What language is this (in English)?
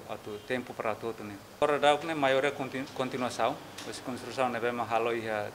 Tetum